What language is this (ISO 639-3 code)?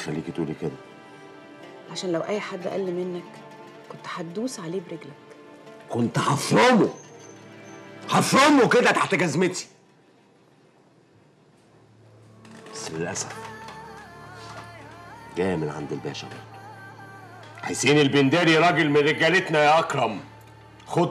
arz